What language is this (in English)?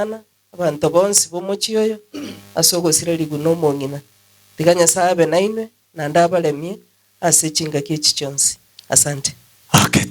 Gusii